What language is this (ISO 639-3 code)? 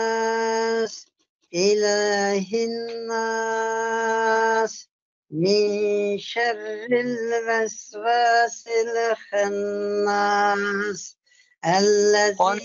uig